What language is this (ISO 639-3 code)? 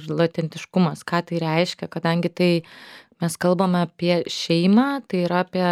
lit